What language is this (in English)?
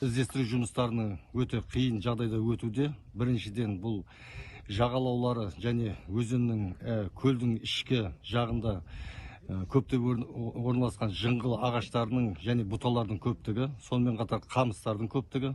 Kazakh